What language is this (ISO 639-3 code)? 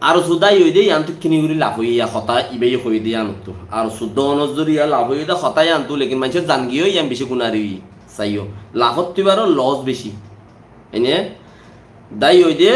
rhg